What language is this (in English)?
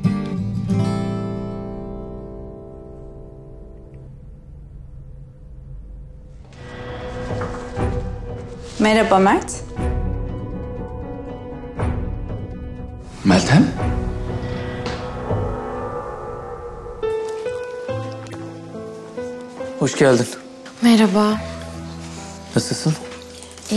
Turkish